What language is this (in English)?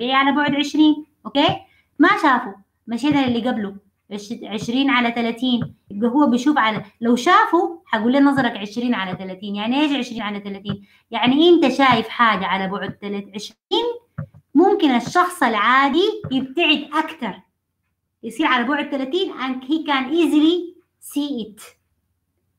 Arabic